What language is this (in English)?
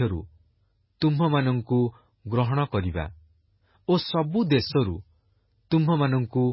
Odia